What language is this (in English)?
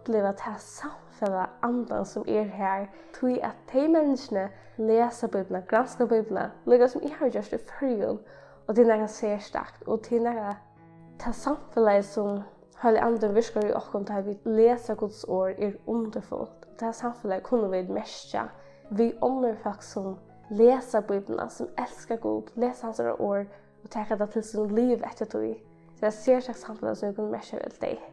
Faroese